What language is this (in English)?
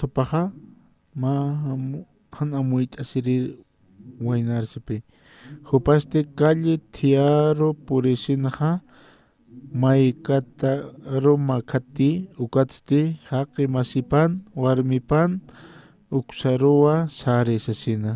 Aymara